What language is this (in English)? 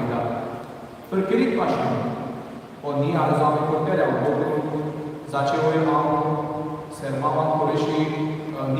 Konkani